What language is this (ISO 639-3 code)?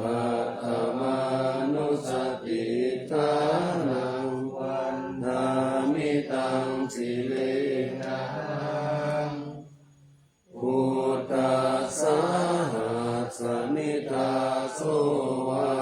pli